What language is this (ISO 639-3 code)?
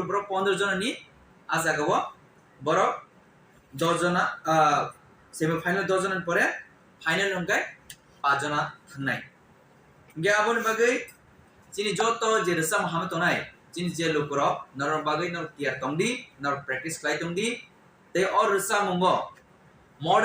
trp